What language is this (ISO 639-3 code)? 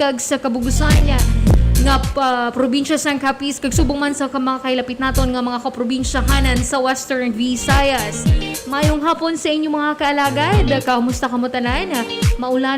hil